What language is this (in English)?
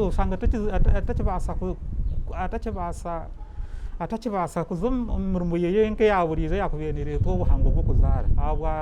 Nyankole